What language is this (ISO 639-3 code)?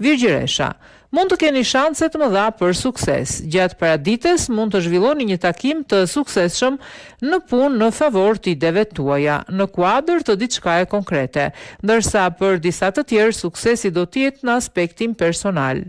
sqi